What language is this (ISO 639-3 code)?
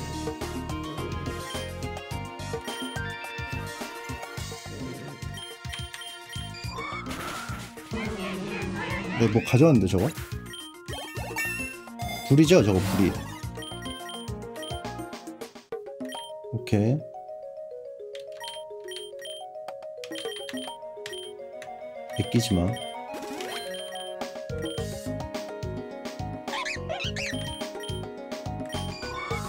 kor